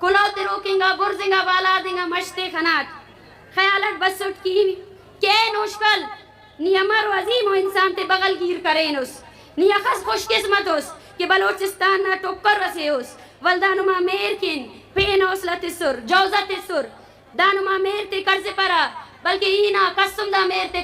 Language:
Eastern Balochi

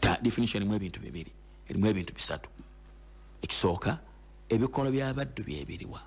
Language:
Ganda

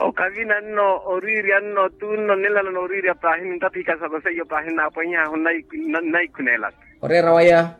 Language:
Makhuwa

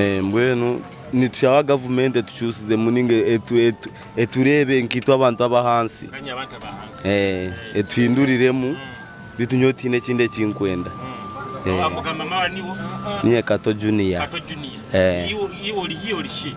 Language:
Nyoro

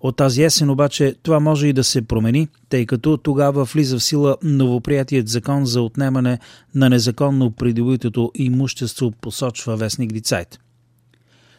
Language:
Bulgarian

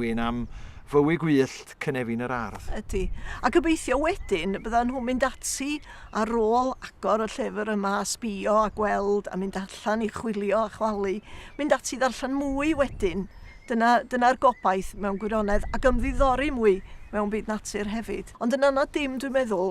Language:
Welsh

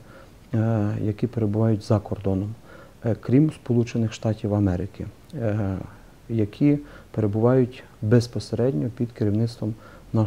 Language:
Ukrainian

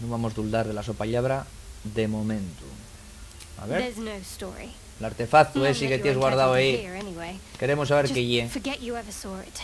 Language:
Asturian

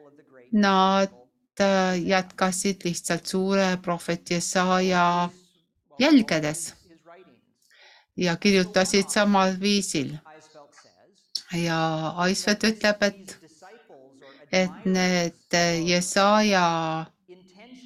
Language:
Estonian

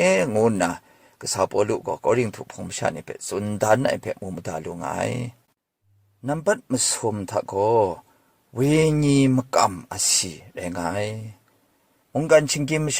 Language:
Kachin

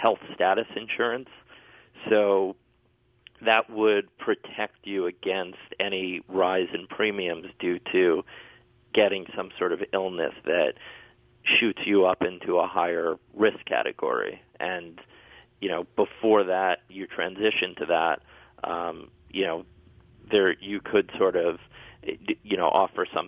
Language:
English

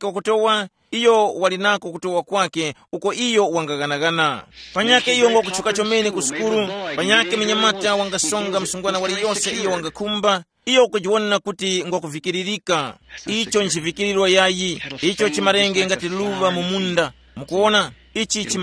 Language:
Tumbuka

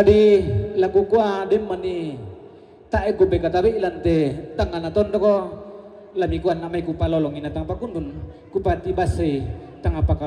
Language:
Toraja-Sa'dan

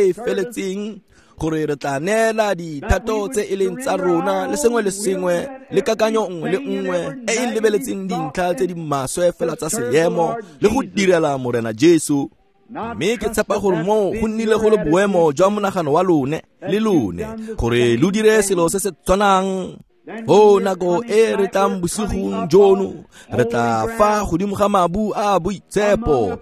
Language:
Tswana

